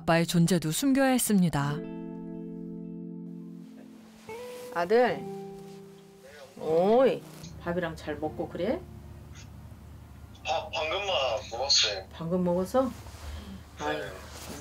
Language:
Korean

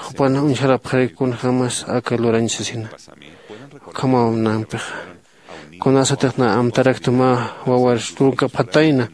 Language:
Aymara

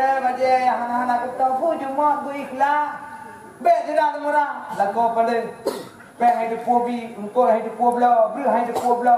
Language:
Achinese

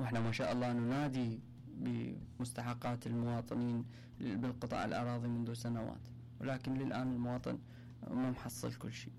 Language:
Mesopotamian Arabic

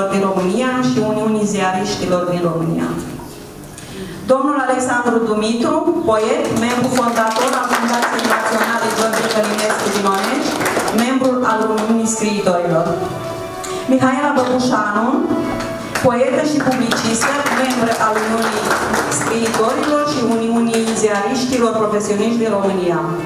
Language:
Romanian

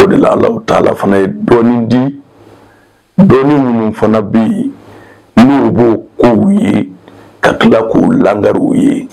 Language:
Bambara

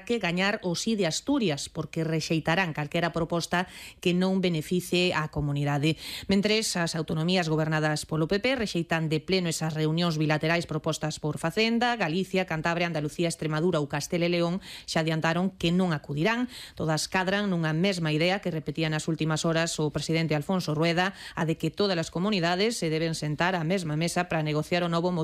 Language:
Galician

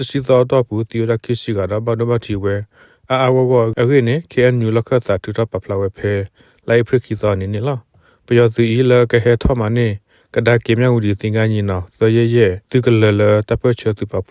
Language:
S'gaw Karen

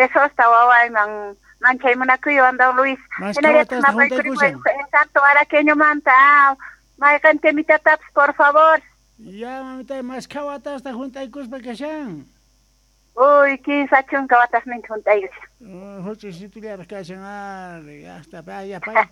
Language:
Quechua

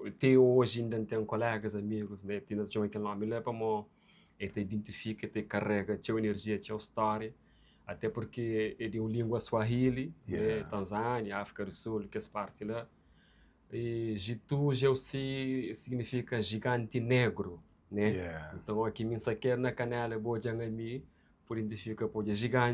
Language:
Kabuverdianu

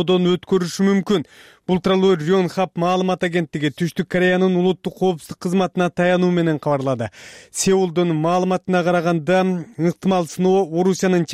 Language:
Kyrgyz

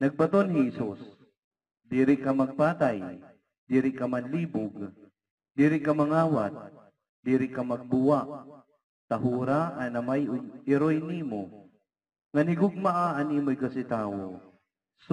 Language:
Waray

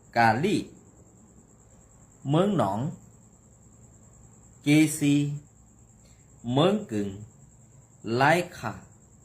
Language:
Shan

